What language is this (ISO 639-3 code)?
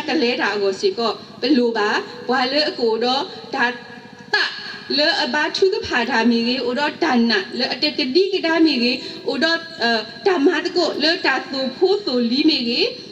ksw